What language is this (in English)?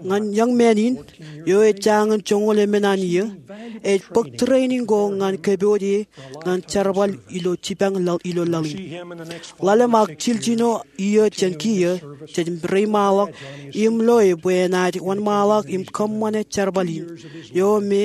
Marshallese